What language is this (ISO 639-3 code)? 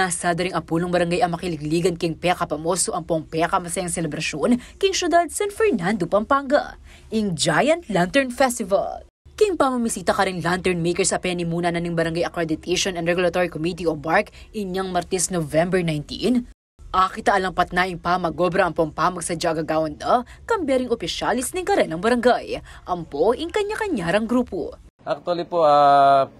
pam